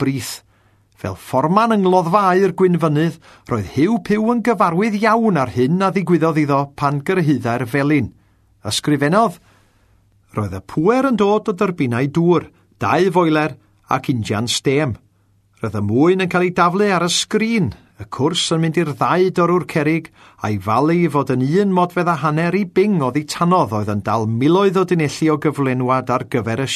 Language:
Welsh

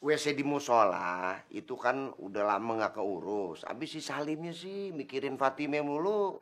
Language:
Betawi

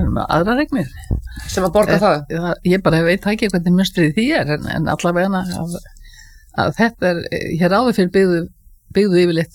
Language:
Icelandic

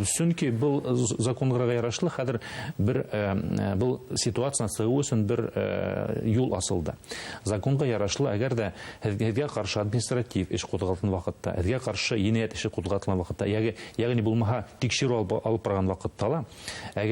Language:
Bashkir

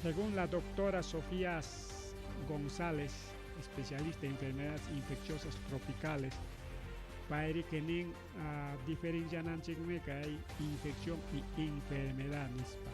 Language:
Ayacucho Quechua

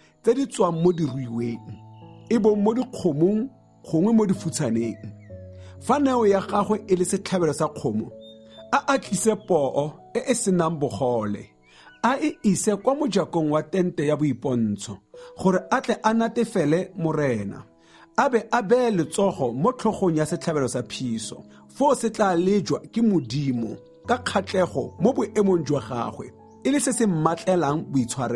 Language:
Tswana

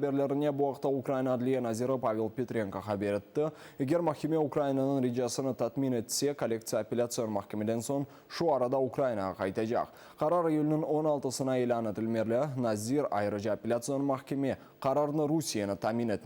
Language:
Crimean Tatar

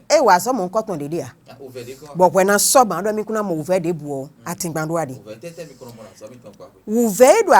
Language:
Fon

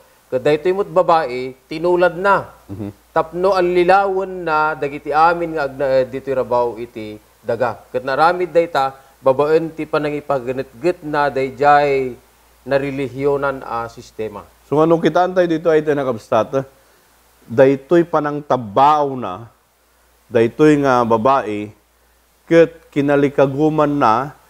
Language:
Iloko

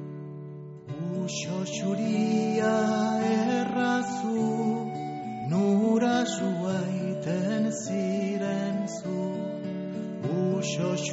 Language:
Basque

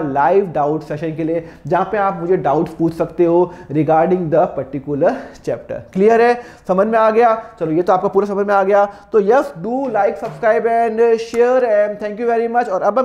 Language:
Hindi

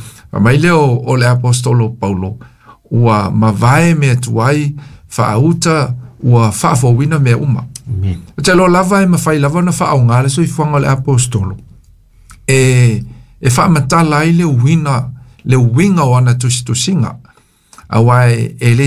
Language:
Samoan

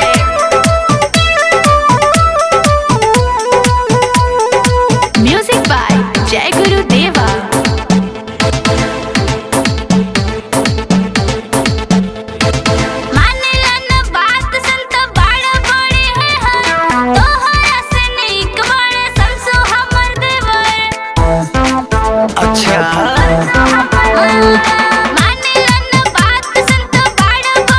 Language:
Bhojpuri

